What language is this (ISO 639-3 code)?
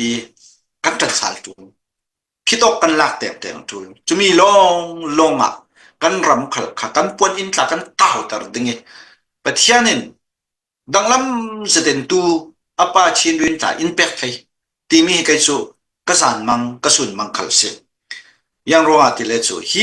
cfm